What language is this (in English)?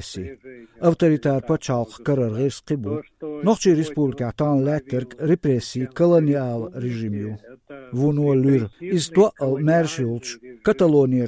Chechen